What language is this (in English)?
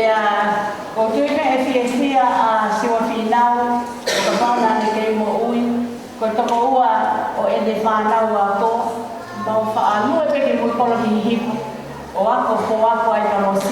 Tongan